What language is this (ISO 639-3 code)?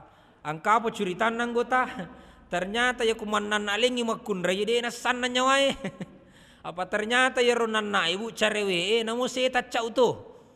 bug